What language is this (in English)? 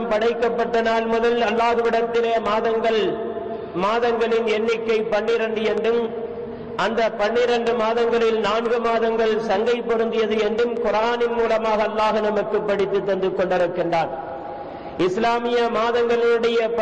Tamil